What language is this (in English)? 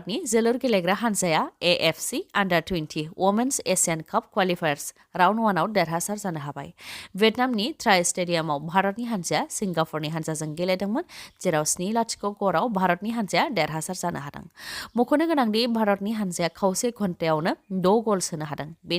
Bodo